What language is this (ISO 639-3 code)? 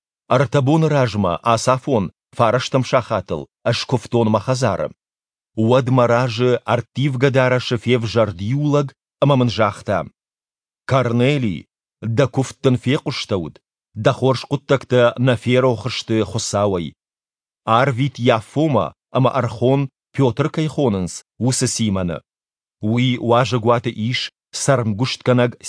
oss